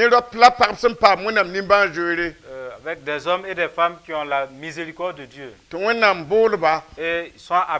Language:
Mossi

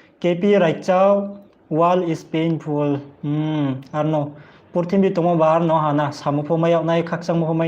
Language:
Riang (India)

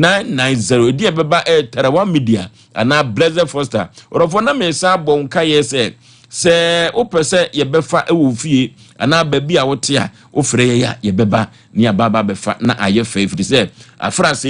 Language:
Akan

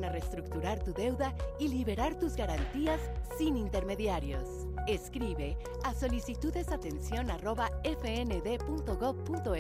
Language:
Spanish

